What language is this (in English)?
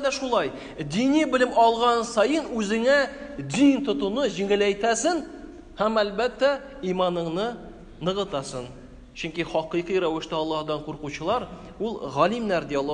Tatar